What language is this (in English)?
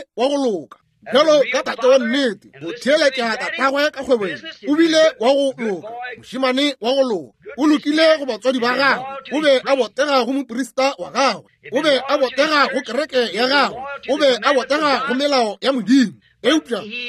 Northern Sotho